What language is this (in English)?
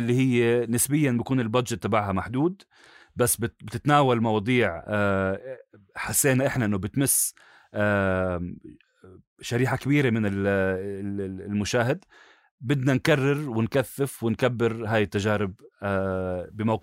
North Levantine Arabic